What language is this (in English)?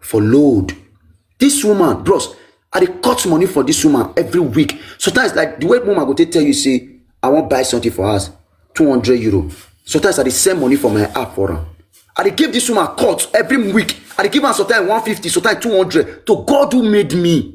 Nigerian Pidgin